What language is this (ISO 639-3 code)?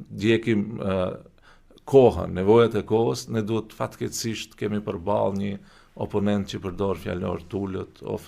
sqi